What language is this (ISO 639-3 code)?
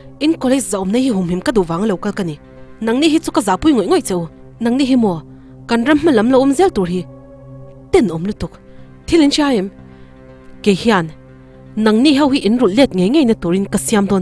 lus